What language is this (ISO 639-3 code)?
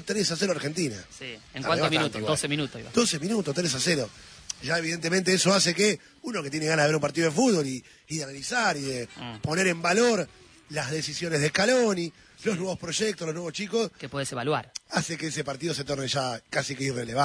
spa